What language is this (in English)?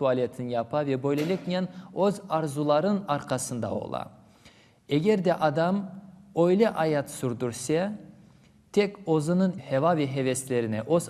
Crimean Tatar